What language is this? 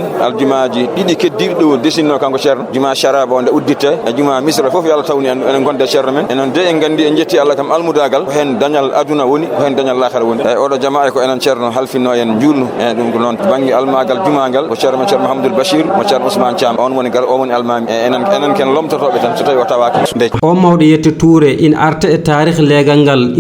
Fula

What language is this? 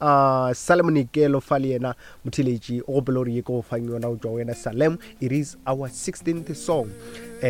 Northern Sotho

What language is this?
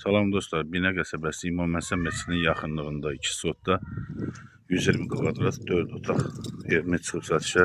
Azerbaijani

